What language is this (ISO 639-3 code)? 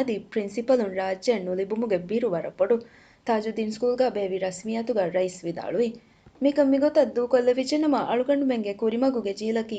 div